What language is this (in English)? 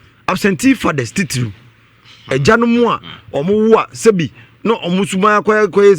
Akan